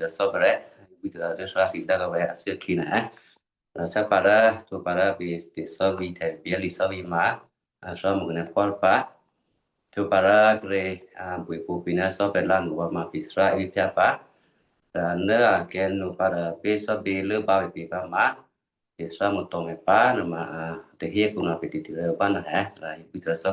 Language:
Western Kayah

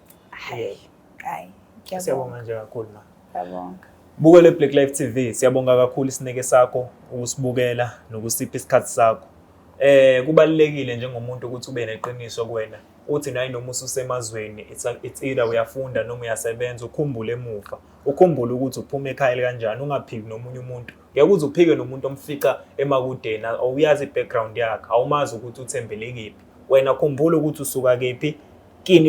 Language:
Zulu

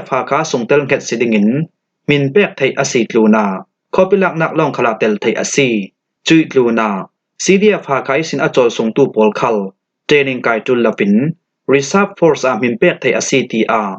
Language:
Falam Chin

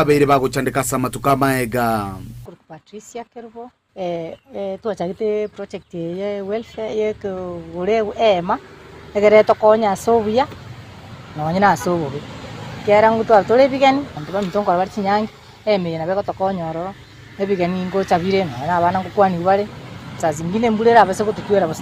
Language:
Gusii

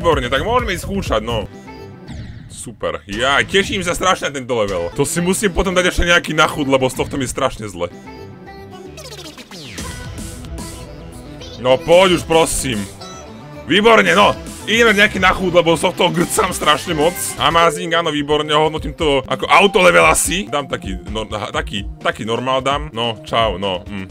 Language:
Slovak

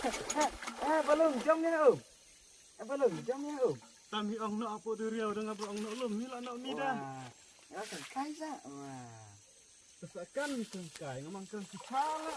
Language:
Khasi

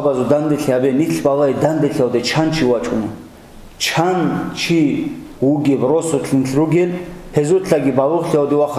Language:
Avaric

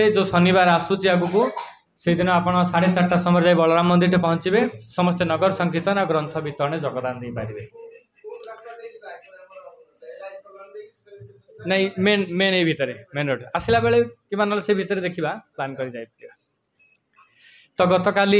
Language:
Odia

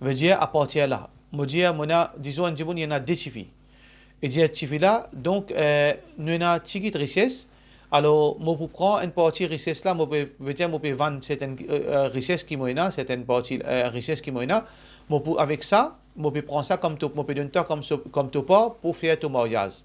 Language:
Morisyen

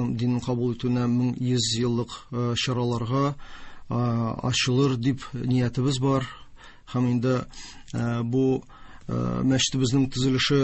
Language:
Tatar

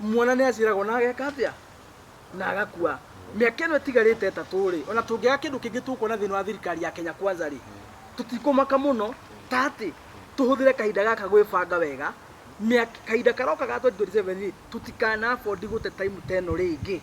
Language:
Kikuyu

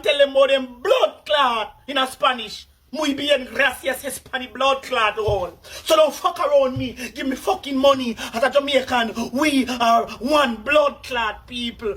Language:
Jamaican Creole English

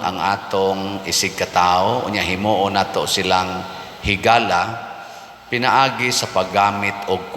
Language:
Cebuano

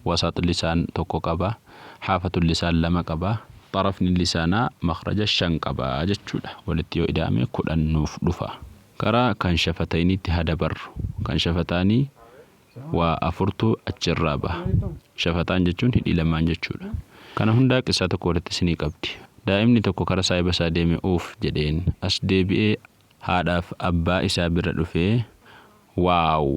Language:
Oromo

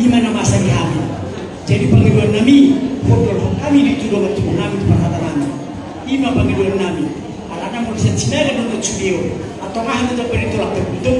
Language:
Batak Toba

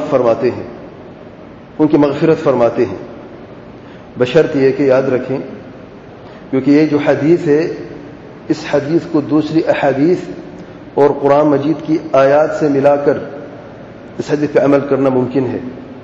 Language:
Urdu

